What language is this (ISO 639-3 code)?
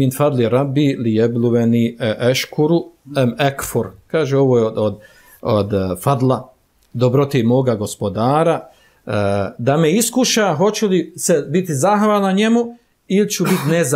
bos